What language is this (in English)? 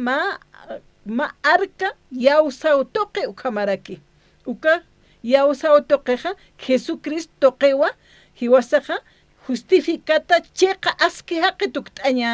Aymara